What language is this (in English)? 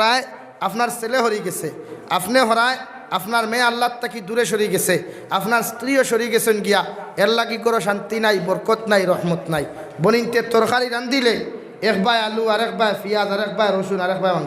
Sylheti